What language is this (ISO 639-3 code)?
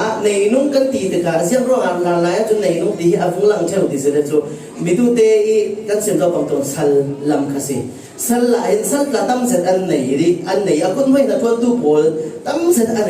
cfm